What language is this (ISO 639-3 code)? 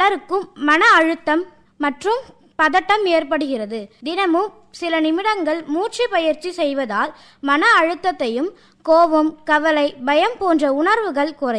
tam